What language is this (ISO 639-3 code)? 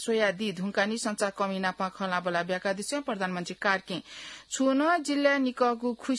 new